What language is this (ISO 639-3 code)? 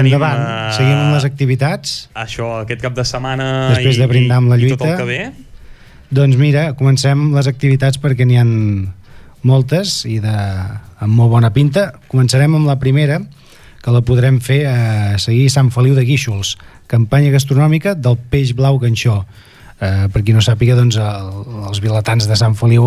cat